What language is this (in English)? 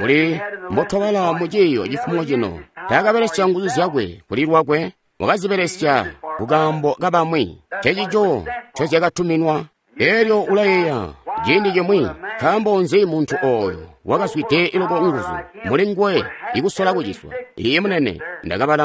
Tonga (Zambia)